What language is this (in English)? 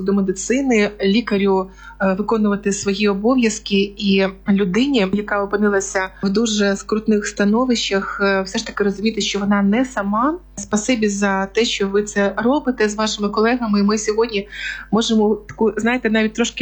Ukrainian